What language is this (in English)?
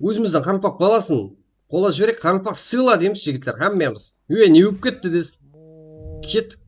Kara-Kalpak